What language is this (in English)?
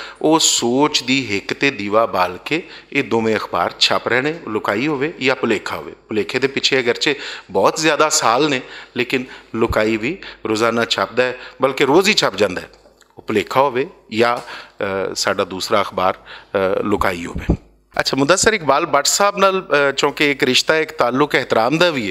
Western Panjabi